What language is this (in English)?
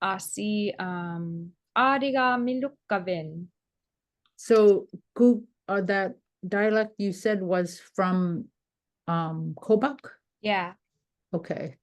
Inupiaq